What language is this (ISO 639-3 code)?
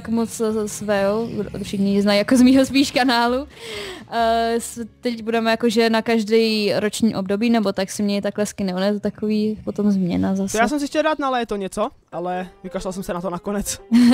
ces